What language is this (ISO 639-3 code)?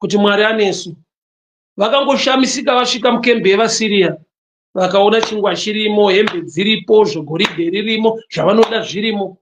sna